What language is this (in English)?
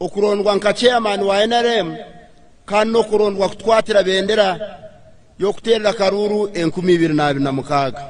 Nyankole